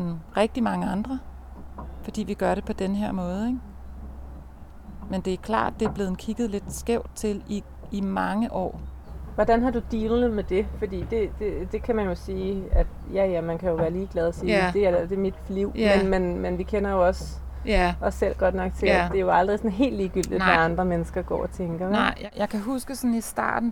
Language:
Danish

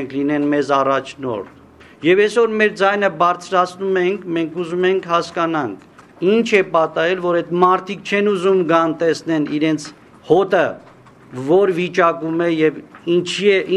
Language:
Armenian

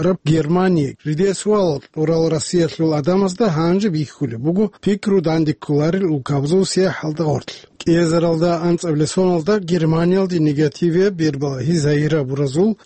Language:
Avaric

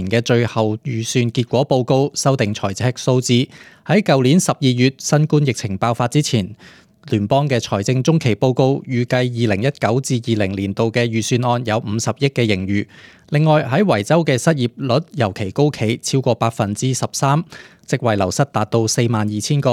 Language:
Cantonese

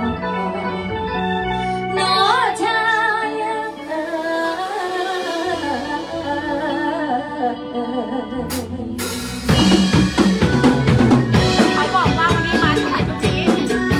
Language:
Thai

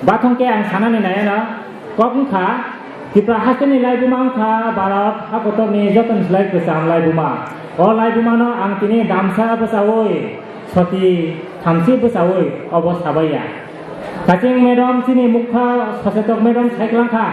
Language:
Kok Borok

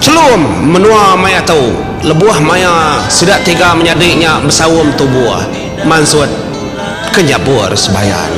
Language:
Iban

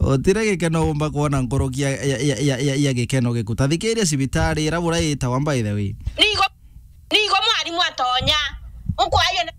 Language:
Meru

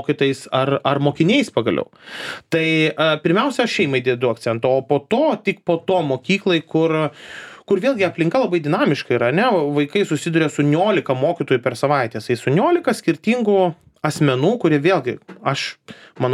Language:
Lithuanian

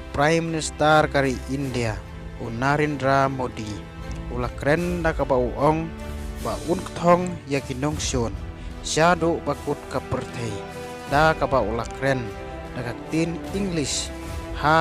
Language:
Khasi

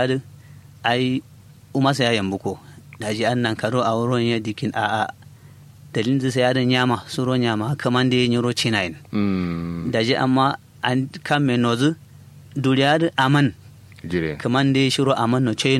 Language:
Kanuri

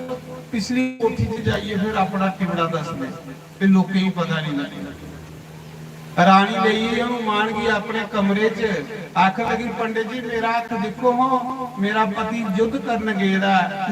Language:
Dogri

